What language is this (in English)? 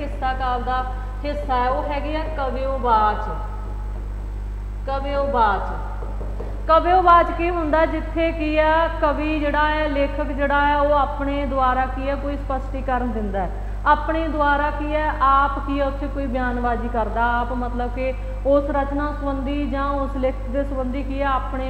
Punjabi